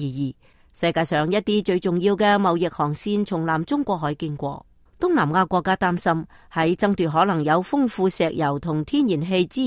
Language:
Cantonese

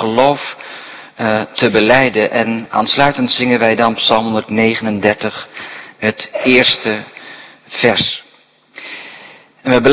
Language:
Dutch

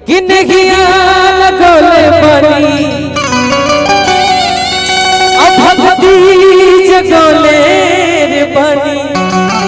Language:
Bhojpuri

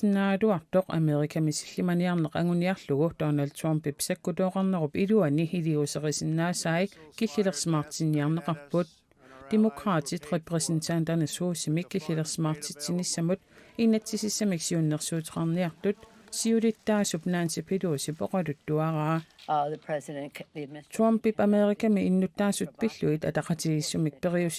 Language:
Kalaallisut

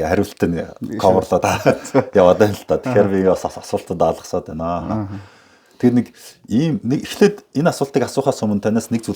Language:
Mongolian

